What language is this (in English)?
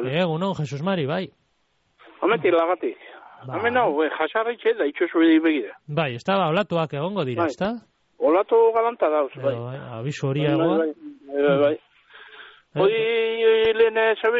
Basque